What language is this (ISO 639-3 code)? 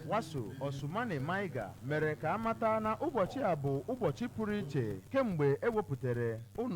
ibo